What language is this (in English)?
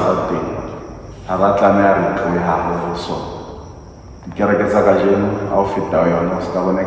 Southern Sotho